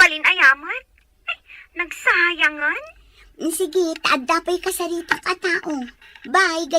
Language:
Iloko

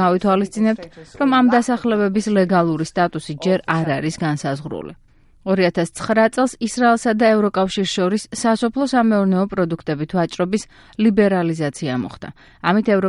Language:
Georgian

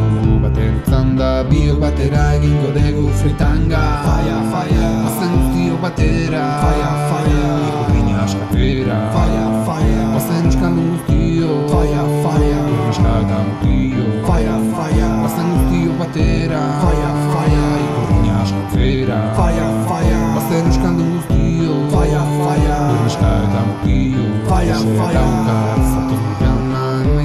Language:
Basque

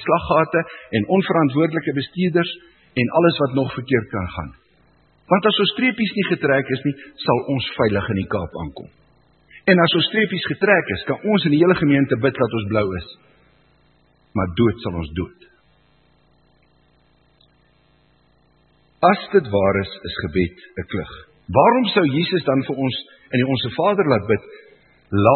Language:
Afrikaans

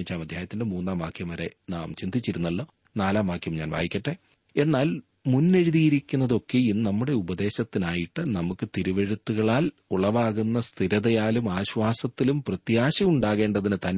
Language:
Malayalam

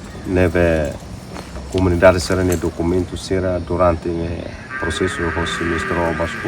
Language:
Tetum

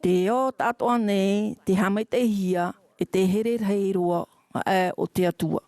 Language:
Tahitian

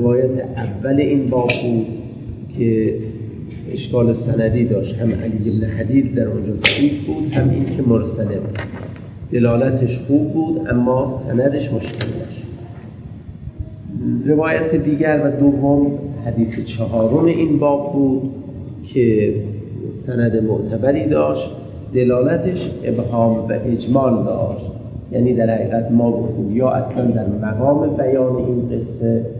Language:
Persian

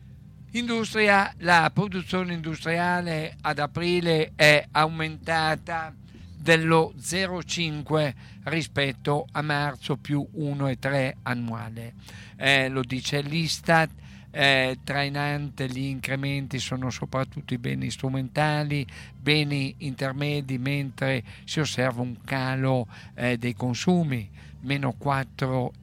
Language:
Italian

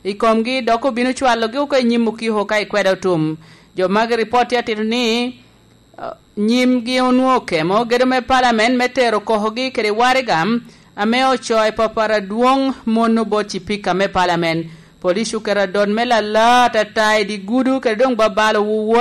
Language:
Lango (Uganda)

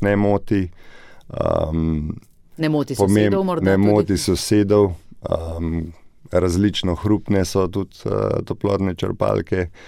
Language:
Slovenian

